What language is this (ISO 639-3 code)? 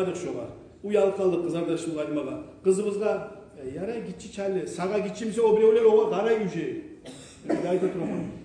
kum